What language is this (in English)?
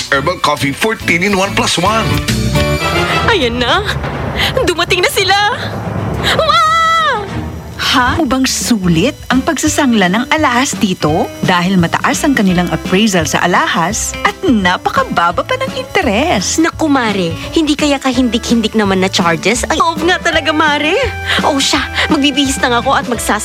Filipino